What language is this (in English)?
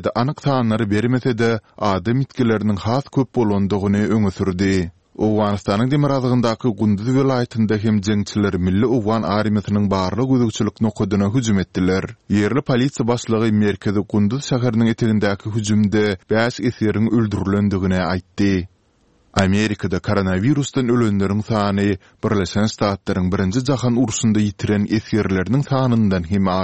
Turkmen